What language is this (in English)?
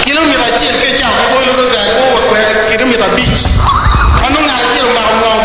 Acoli